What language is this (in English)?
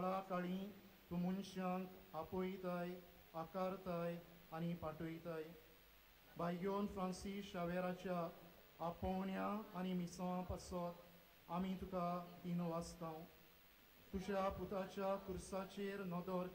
Konkani